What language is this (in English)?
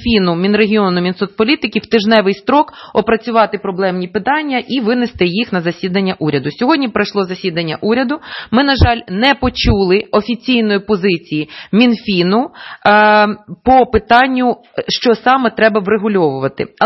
Ukrainian